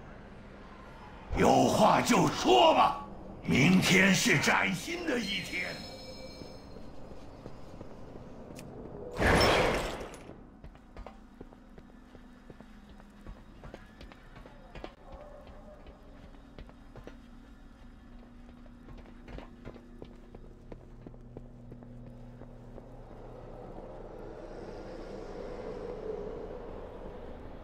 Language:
Chinese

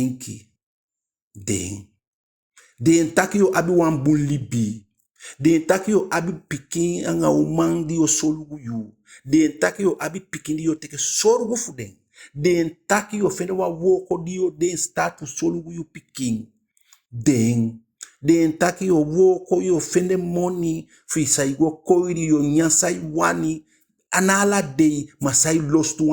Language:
Eastern Maroon Creole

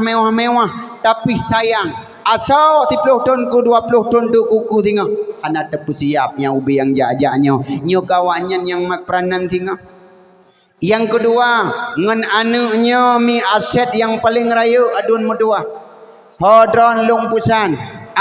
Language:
Achinese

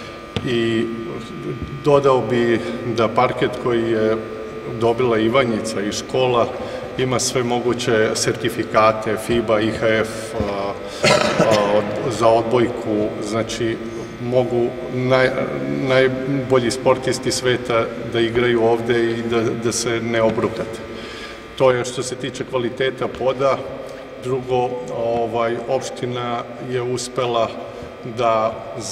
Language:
Serbian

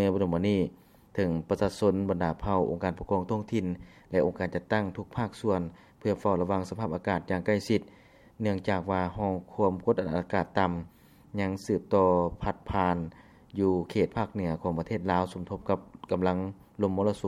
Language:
Lao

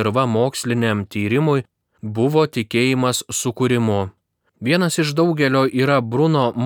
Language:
Lithuanian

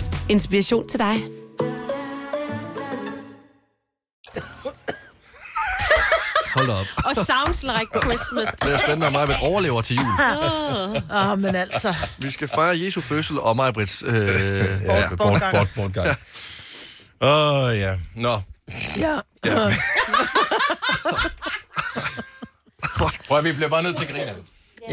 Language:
Danish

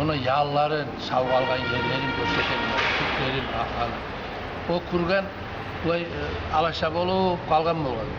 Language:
Kumyk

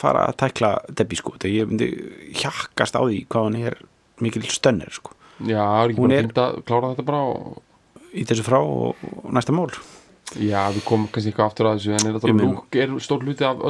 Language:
Icelandic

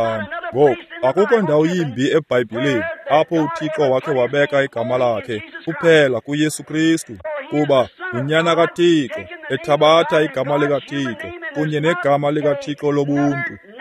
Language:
Xhosa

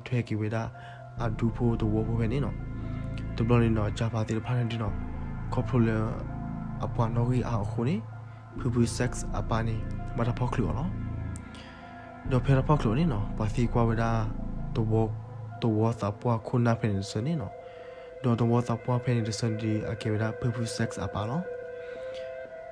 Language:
S'gaw Karen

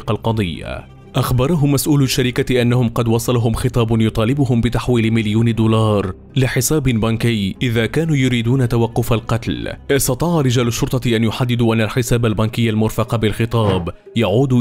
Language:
Arabic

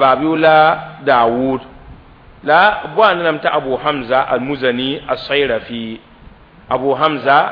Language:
Mossi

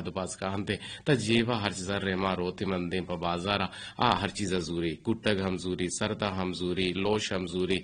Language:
Eastern Balochi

